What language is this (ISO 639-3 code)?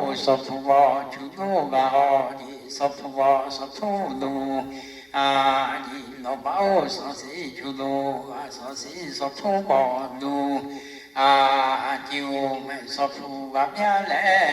lhu